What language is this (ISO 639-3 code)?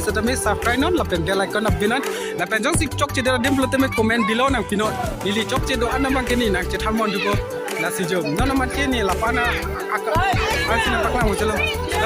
mjw